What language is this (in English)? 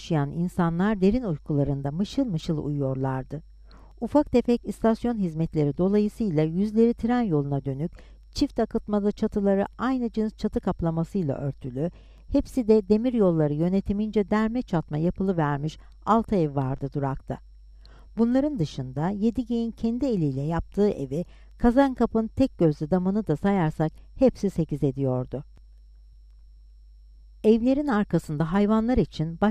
Turkish